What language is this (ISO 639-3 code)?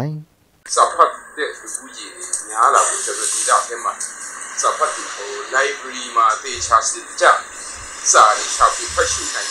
kac